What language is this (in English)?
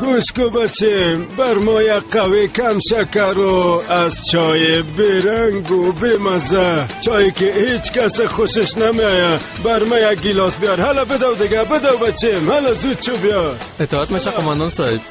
Persian